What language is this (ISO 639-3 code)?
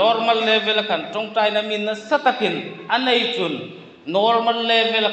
hmr